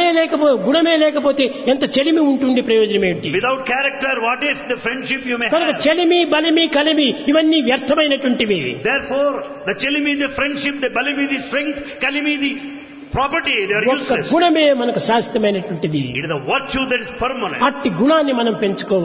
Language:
Telugu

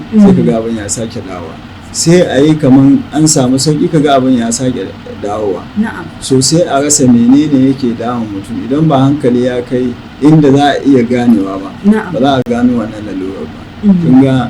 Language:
Hausa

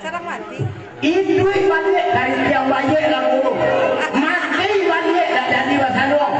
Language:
Minangkabau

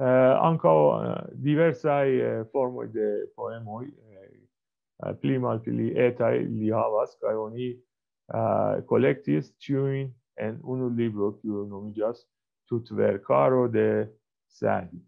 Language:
Esperanto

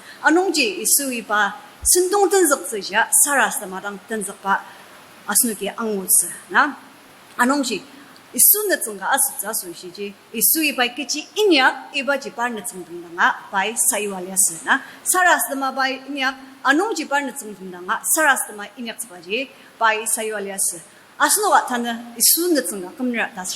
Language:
Ao Naga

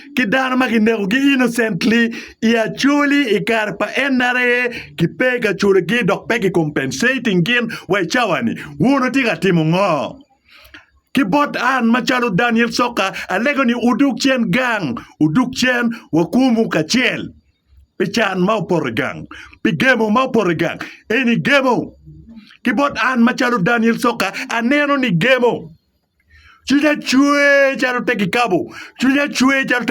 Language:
Acoli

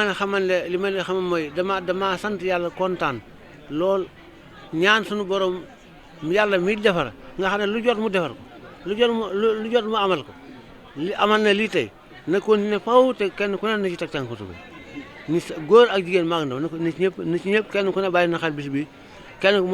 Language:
Wolof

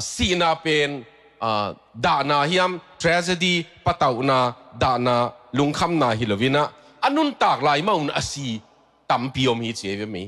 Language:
Tedim Chin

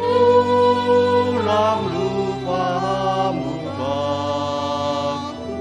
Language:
Batak Simalungun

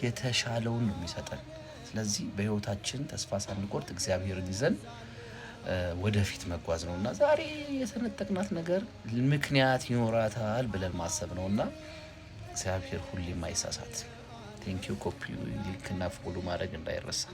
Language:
Amharic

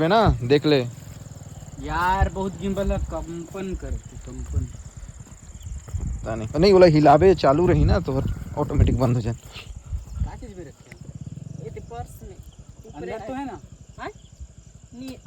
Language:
Chhattisgarhi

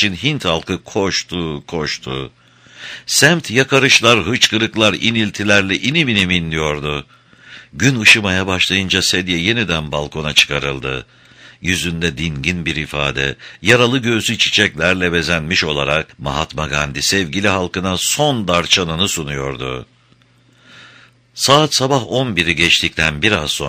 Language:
Turkish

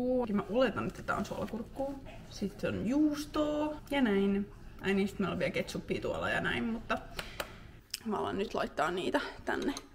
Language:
Finnish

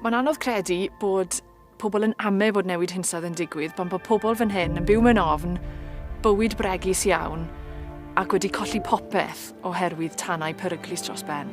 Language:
Welsh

